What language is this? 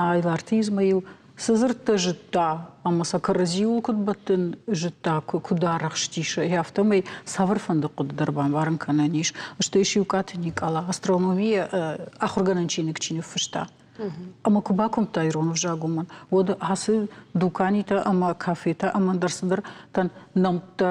Ossetic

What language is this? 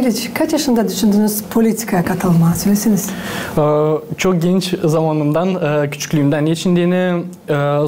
Gagauz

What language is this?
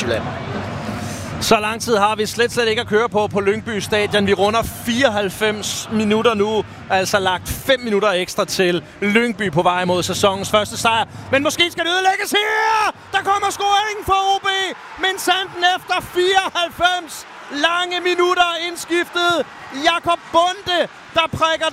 Danish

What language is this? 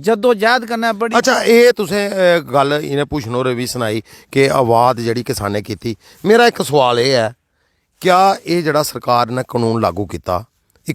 Dogri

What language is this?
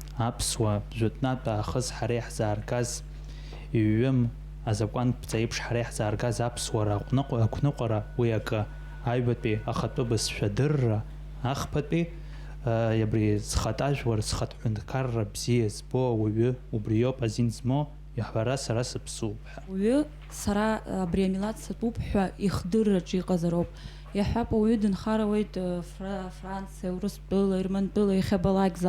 Abkhazian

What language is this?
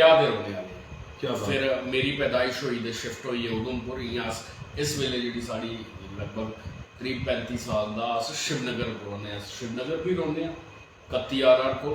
Dogri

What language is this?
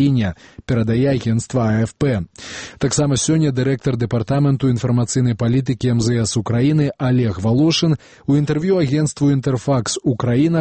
Belarusian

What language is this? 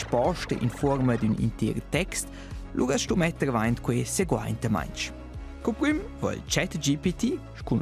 Romansh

